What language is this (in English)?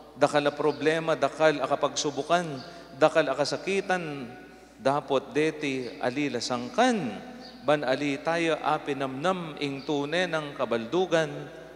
Pampanga